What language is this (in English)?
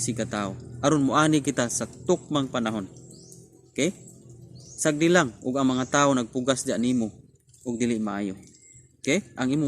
Cebuano